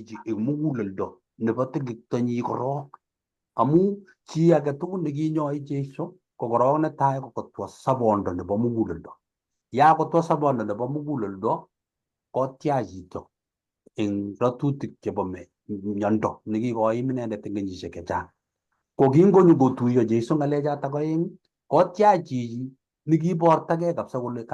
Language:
Kalenjin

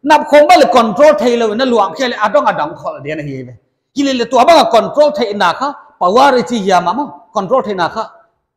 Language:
Paite Chin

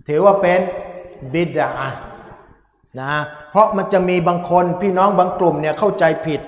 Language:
Thai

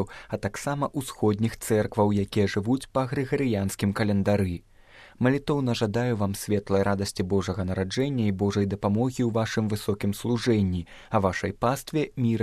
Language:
Belarusian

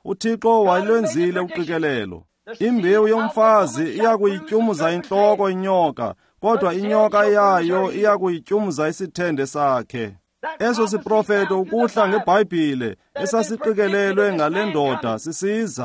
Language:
Xhosa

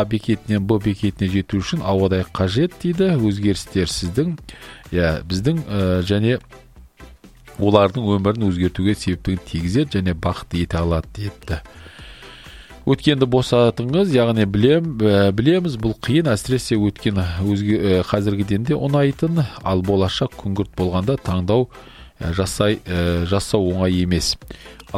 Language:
Kazakh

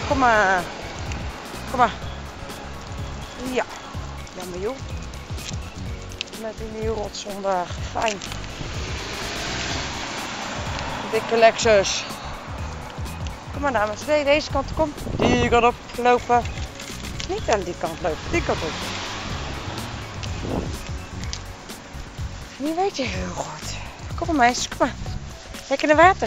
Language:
Dutch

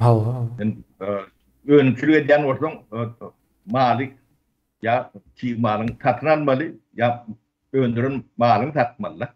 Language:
Turkmen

